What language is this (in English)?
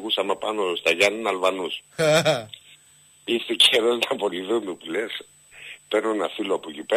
Greek